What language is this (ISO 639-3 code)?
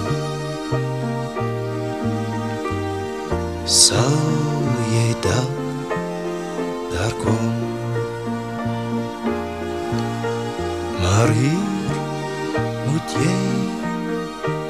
afr